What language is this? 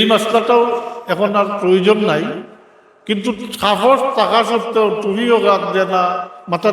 Sylheti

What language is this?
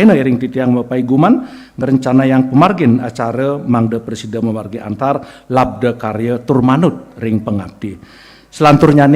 Balinese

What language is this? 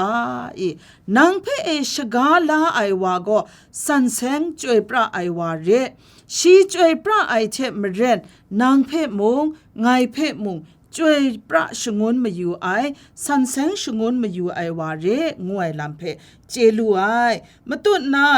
Kachin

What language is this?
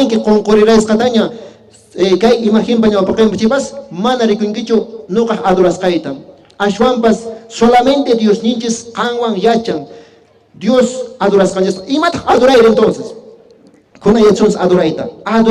Quechua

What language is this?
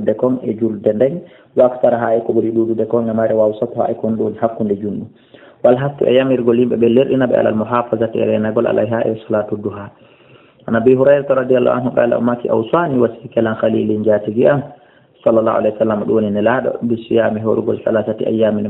Fula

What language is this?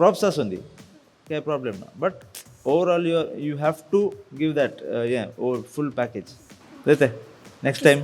Konkani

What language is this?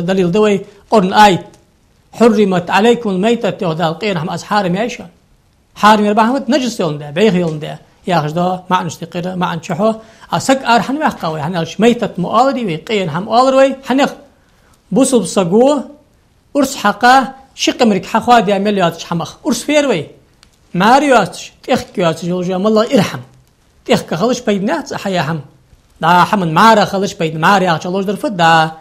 Ingush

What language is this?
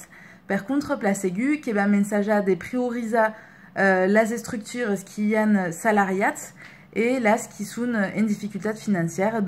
Occitan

